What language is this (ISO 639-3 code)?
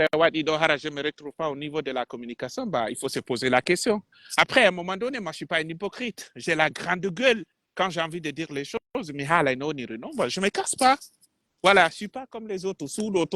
fuf